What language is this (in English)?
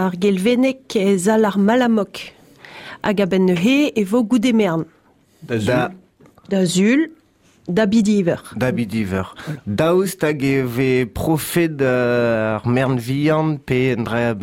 Breton